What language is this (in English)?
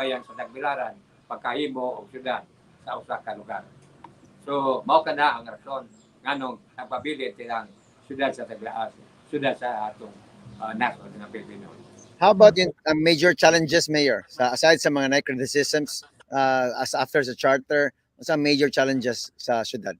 Cebuano